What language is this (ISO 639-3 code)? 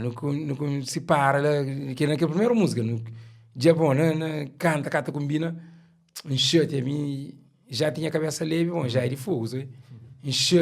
kea